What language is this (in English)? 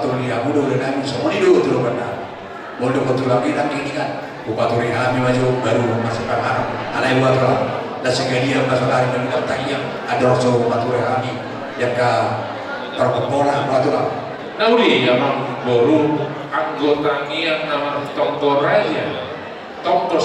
Batak Toba